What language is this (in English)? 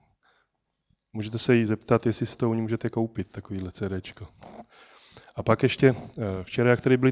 Czech